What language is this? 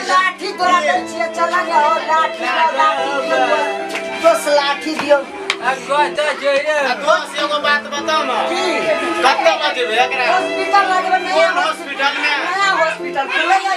Maithili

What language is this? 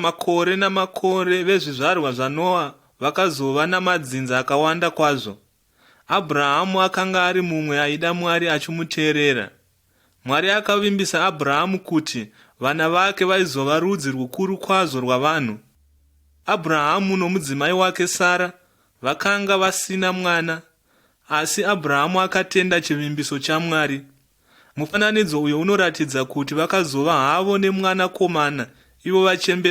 Shona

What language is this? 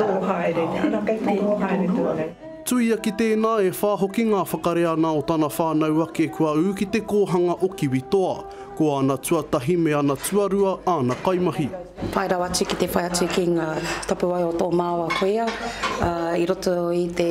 Māori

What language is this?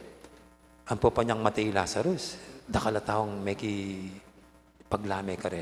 Pampanga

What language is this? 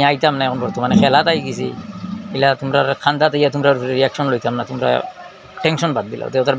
Sylheti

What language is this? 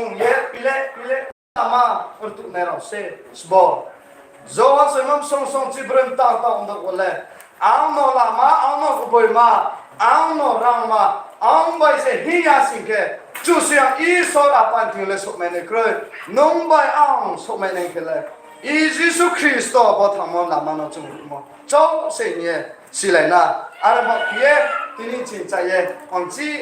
Riang (India)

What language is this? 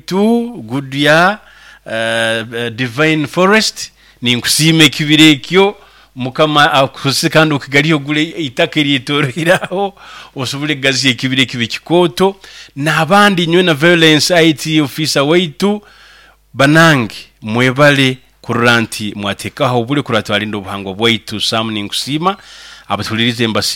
Nyoro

